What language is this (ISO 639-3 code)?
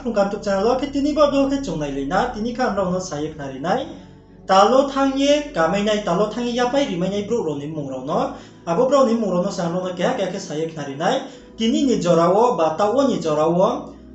ria